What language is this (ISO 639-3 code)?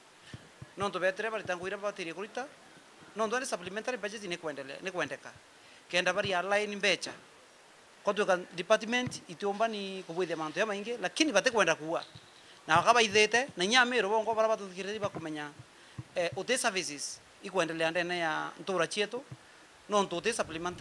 mer